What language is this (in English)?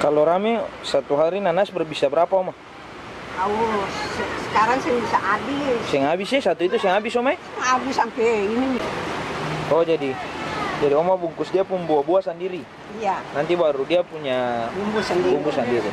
Ambonese Malay